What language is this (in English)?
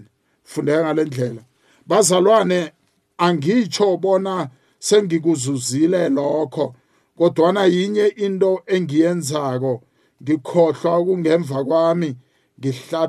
South Ndebele